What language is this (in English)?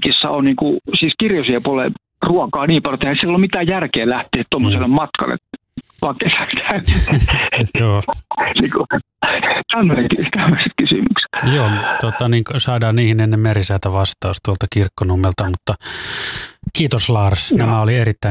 Finnish